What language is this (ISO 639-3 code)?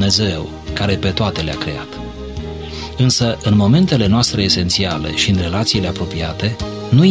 ron